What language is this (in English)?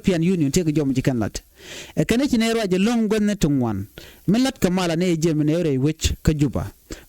Nuer